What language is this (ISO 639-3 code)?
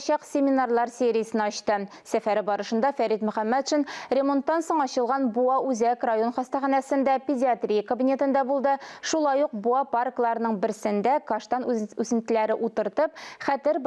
tat